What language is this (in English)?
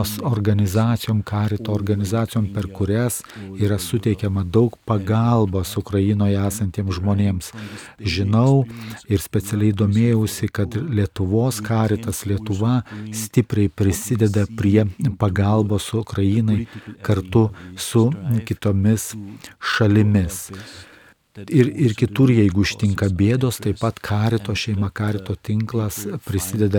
Lithuanian